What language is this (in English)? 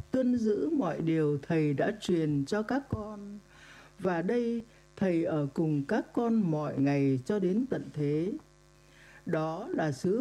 Vietnamese